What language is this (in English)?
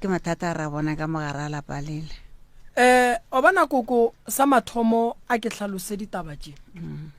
Northern Sotho